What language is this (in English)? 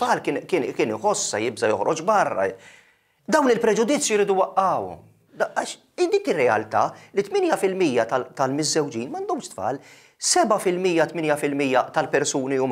Maltese